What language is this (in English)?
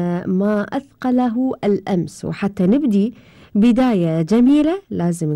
Arabic